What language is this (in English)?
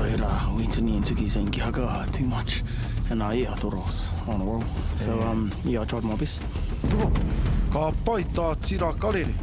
Māori